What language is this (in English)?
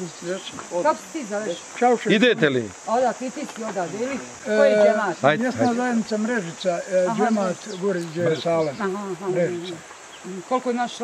Bosnian